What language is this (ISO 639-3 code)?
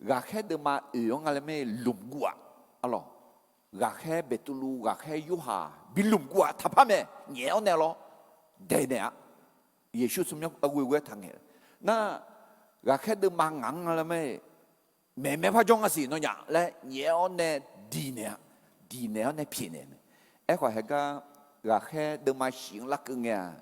ahk